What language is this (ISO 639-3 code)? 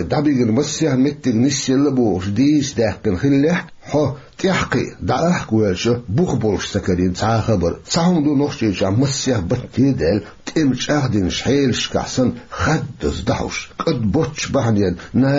che